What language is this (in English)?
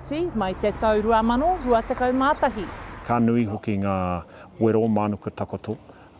Māori